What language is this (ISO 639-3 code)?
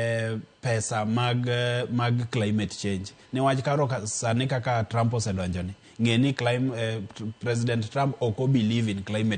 luo